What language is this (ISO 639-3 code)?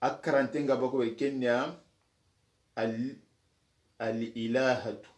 snk